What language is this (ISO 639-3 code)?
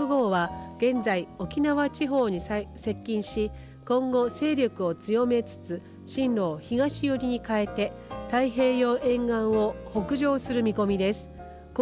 jpn